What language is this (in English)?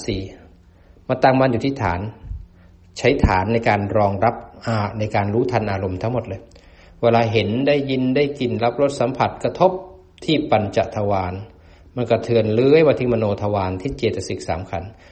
Thai